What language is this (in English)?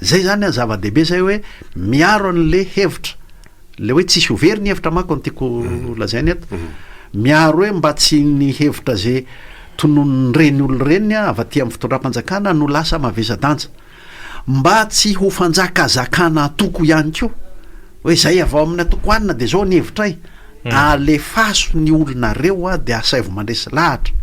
Malagasy